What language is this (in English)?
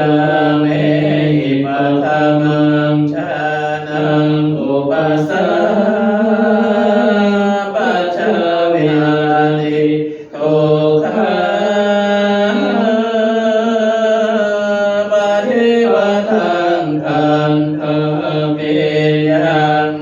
Pali